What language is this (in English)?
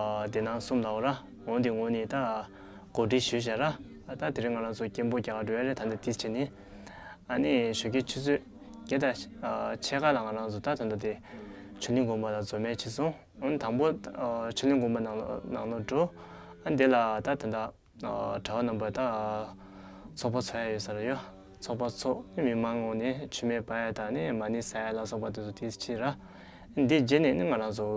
Tibetan